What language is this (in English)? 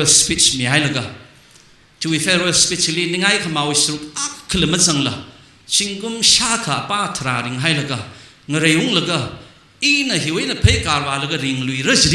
Tangkhul Naga (India)